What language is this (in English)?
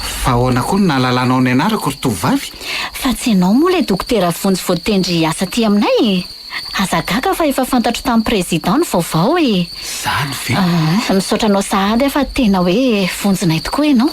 Malagasy